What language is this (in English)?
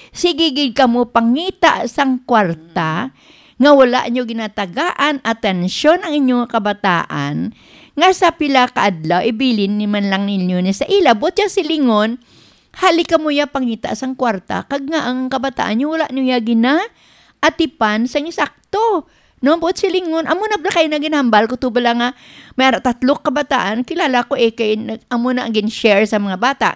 Hiligaynon